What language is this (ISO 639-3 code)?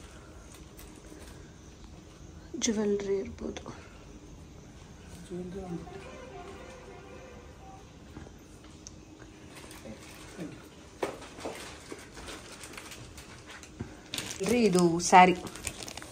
kan